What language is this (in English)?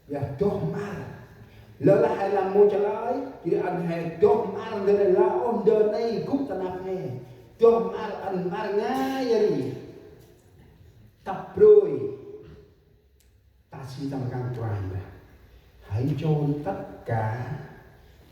Central Mnong